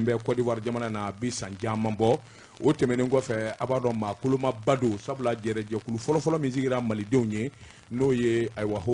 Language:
Bambara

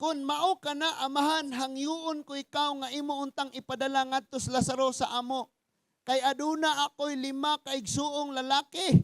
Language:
Cebuano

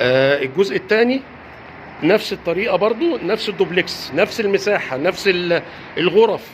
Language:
Egyptian Arabic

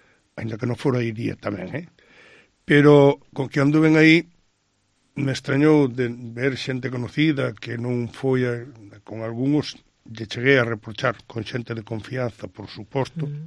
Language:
Galician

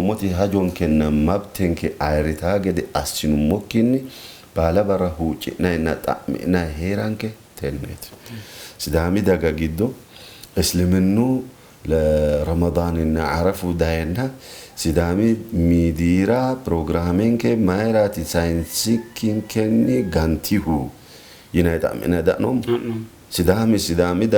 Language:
Sidamo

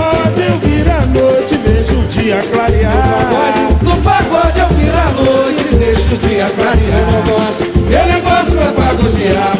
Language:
Portuguese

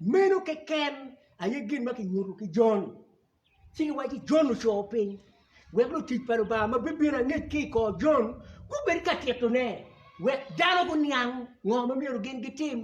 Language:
Acoli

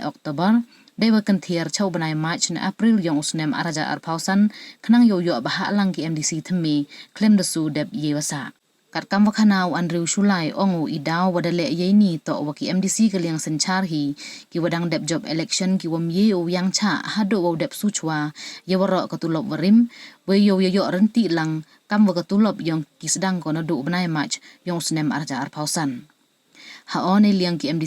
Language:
Pnar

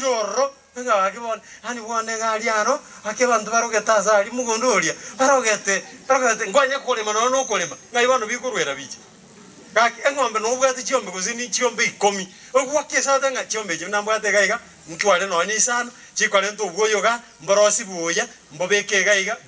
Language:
Gusii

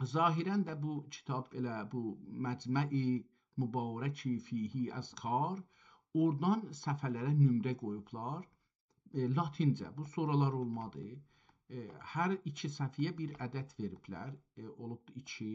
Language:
South Azerbaijani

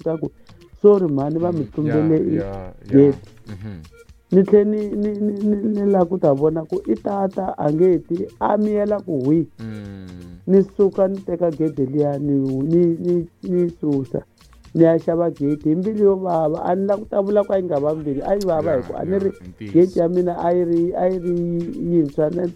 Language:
Tsonga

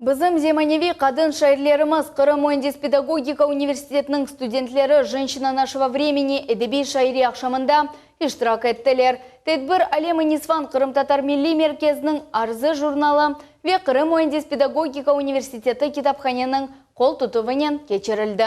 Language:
Crimean Tatar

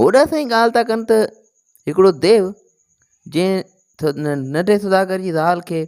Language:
Sindhi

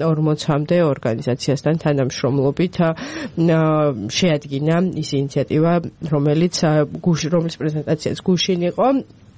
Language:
Georgian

